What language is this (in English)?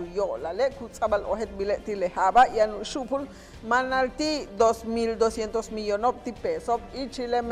Yucateco